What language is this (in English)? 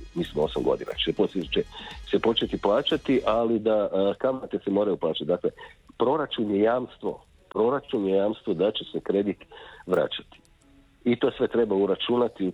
Croatian